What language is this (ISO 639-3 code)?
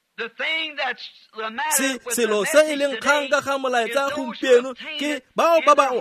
tsn